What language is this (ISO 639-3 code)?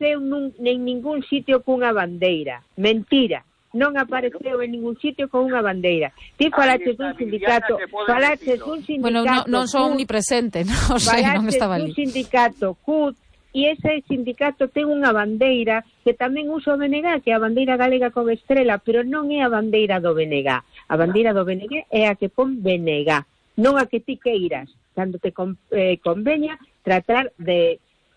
glg